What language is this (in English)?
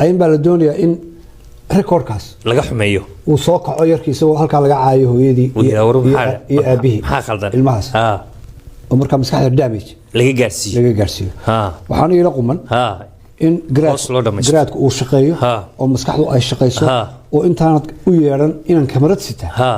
Somali